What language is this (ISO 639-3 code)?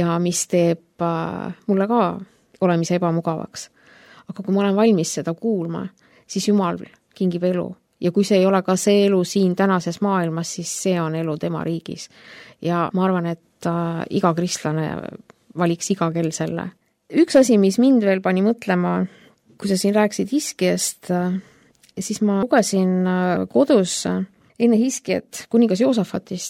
est